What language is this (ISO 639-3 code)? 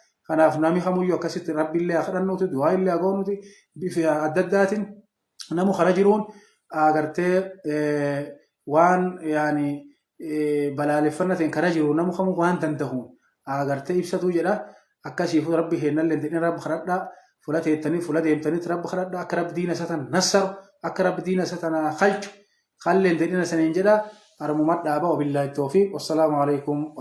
orm